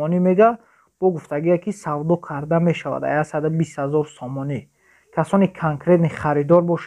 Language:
Tajik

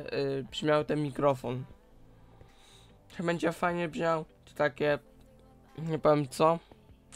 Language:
Polish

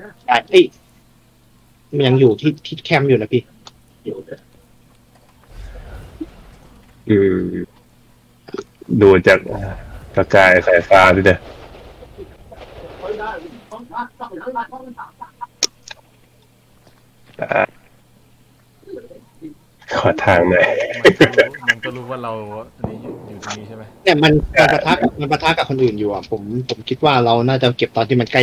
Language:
Thai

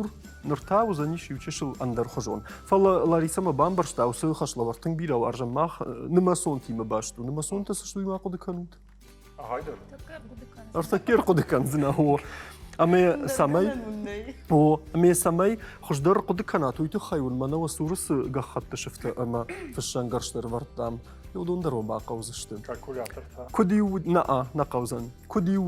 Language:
Ossetic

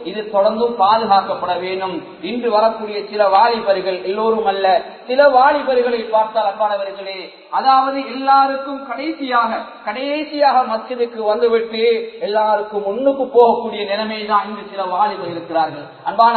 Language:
Tamil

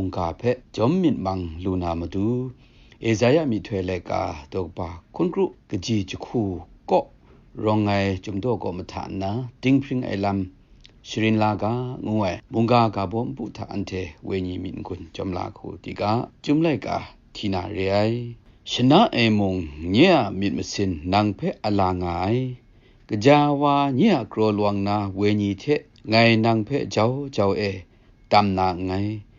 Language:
Kachin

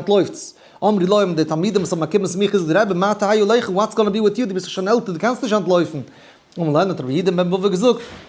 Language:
Yiddish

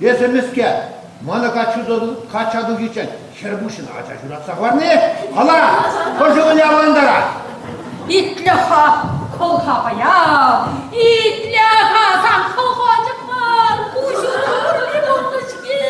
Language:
Chuvash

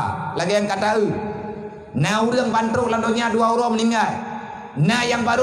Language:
Achinese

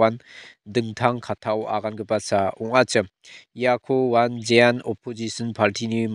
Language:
Garo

